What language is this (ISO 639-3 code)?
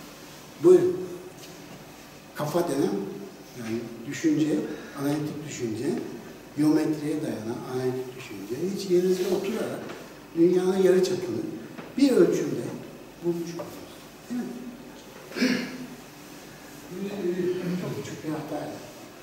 tur